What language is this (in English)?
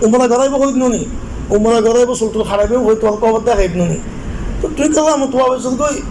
Rohingya